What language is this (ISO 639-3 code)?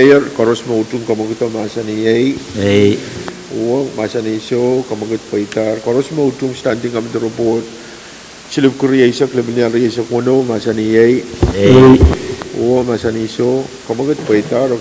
pon